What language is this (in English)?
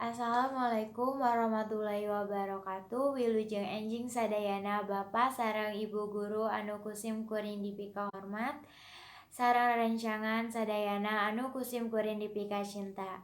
Sundanese